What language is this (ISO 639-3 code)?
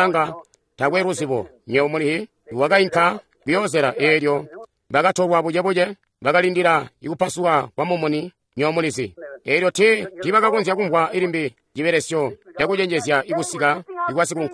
toi